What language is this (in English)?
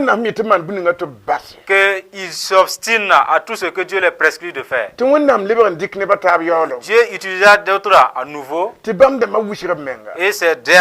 Mossi